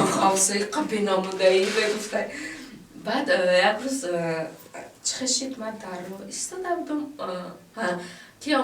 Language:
Tajik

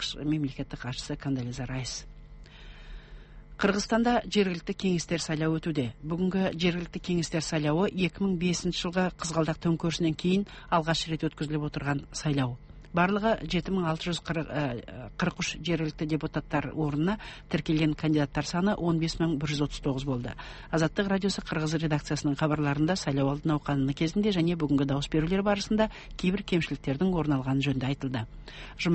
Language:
Kazakh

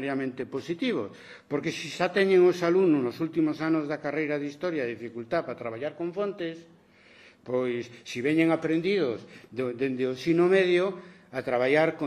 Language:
Galician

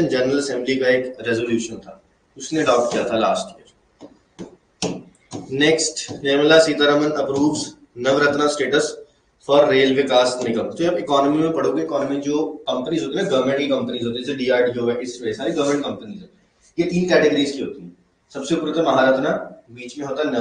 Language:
Hindi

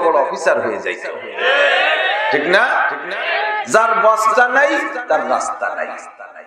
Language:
Bangla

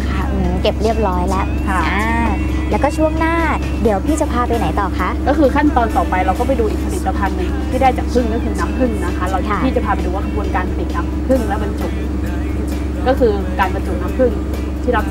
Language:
Thai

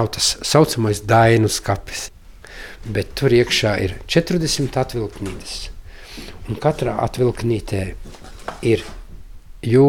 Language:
Latvian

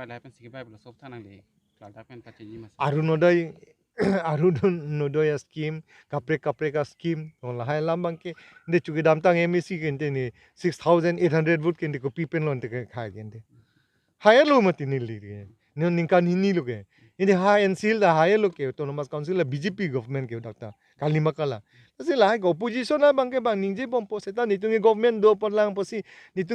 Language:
Karbi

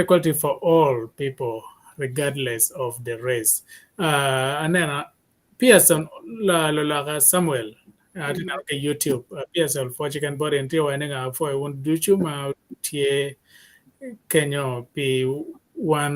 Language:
Acoli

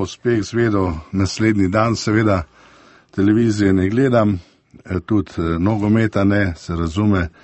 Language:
Slovenian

